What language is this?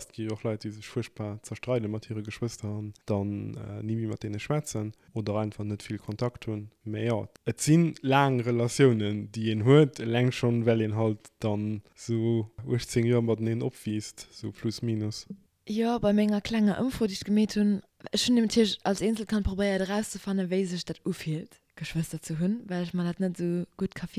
Luxembourgish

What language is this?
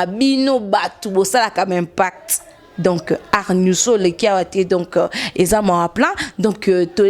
Lingala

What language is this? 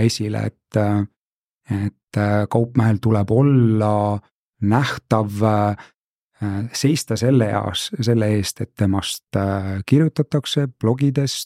Estonian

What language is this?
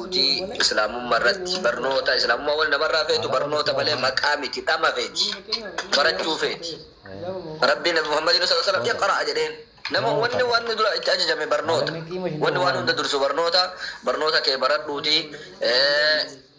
Oromo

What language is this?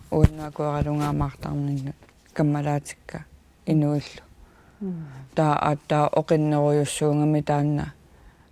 Kalaallisut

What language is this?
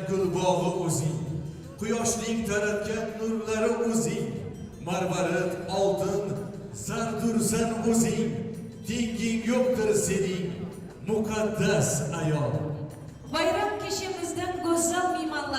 Kara-Kalpak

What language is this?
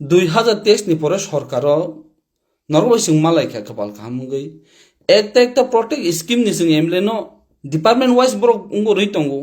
Kok Borok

